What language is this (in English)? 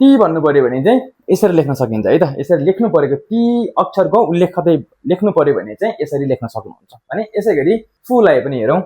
Nepali